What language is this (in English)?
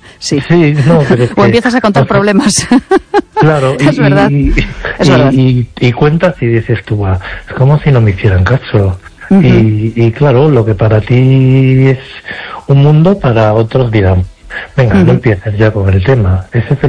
Spanish